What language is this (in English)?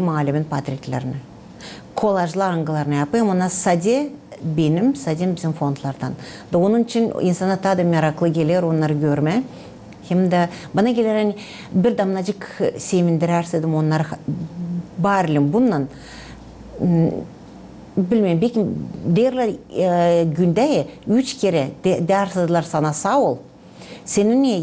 Gagauz